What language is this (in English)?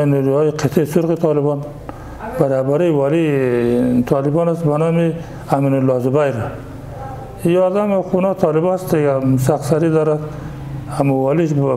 Persian